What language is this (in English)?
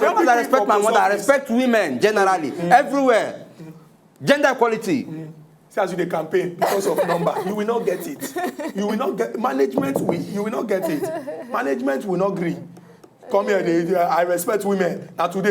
Nigerian Pidgin